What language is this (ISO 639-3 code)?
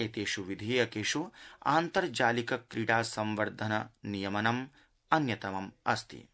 san